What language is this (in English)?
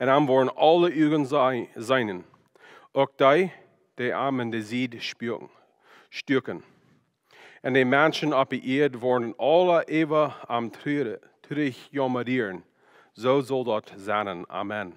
Plautdietsch